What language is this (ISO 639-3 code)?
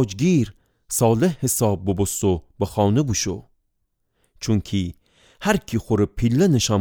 glk